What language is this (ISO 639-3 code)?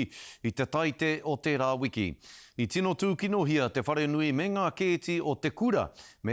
mri